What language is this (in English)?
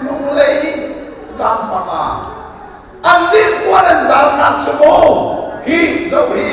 Hakha Chin